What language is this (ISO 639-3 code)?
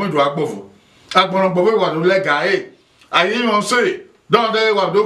bin